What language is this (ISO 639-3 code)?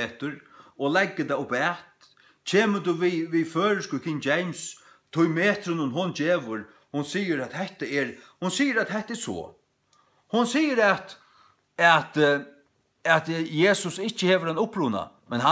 fao